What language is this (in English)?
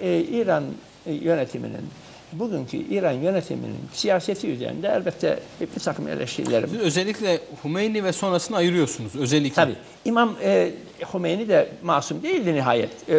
Turkish